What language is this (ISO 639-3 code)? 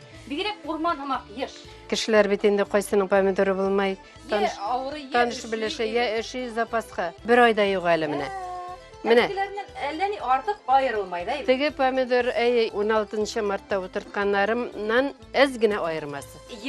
bak